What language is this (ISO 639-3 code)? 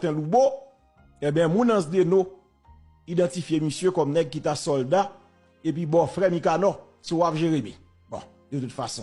hat